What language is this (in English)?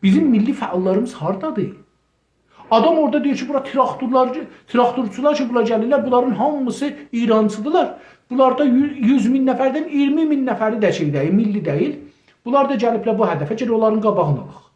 South Azerbaijani